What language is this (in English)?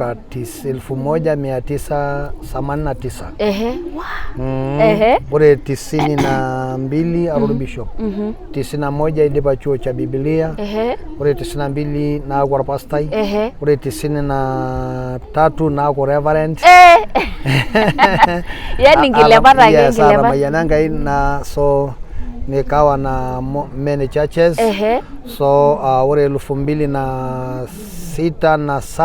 Masai